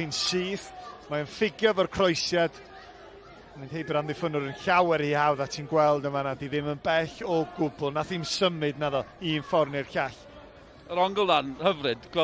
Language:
Welsh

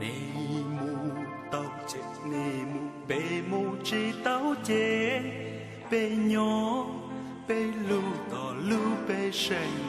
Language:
Hmong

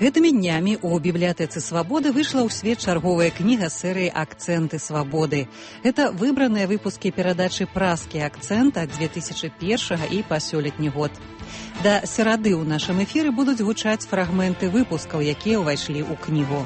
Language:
Belarusian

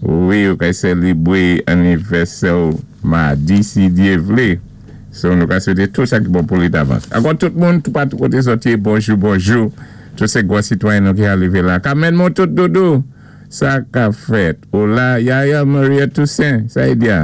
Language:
Saint Lucian Creole French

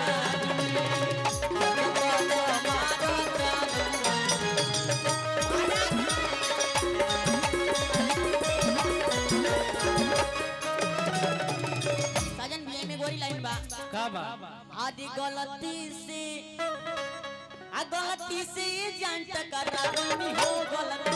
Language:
Bhojpuri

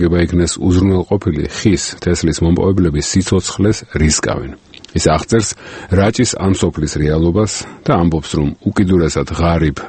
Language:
Georgian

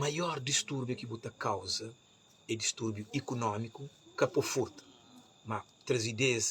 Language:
Kabuverdianu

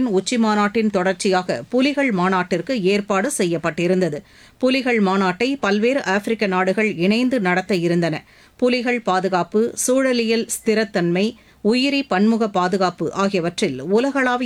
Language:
Tamil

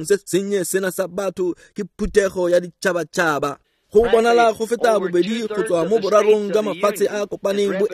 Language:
Tswana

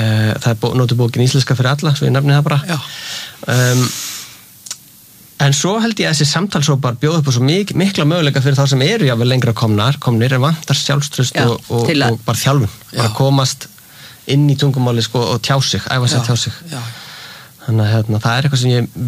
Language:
Icelandic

